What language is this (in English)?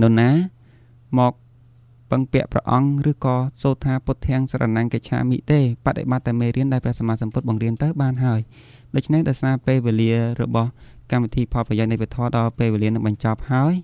Khmer